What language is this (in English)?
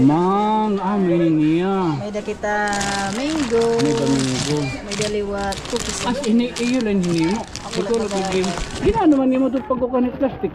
Waray